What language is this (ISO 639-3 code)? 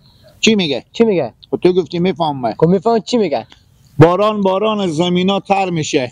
fas